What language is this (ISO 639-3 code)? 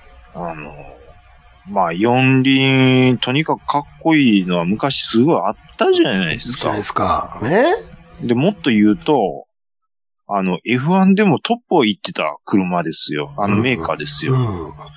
jpn